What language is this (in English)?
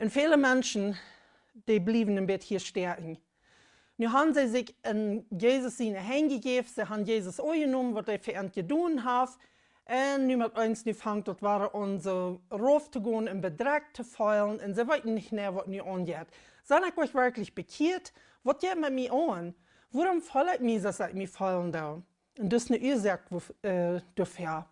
Plautdietsch